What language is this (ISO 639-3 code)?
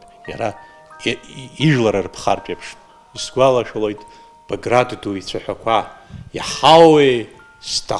abk